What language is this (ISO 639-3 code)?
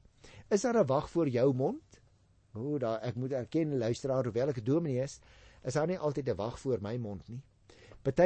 afr